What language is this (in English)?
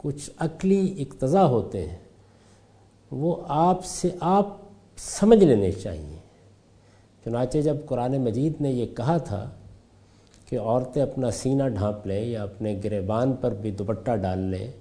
Urdu